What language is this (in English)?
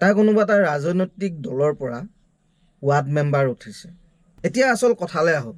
Assamese